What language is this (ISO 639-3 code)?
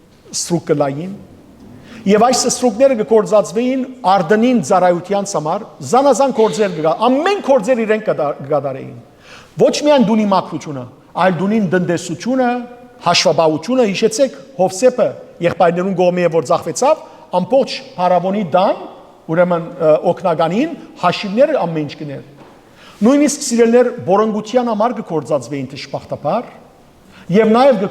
hyw